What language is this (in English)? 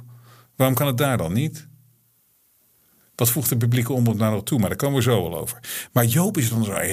Dutch